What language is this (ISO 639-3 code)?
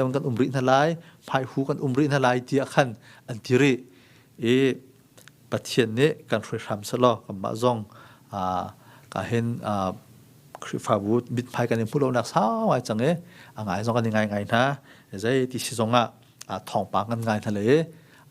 cnh